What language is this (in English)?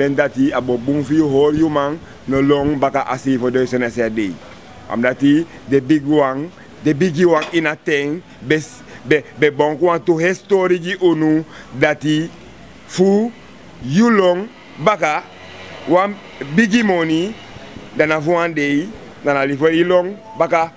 Sranan Tongo